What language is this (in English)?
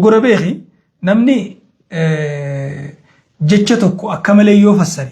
Oromo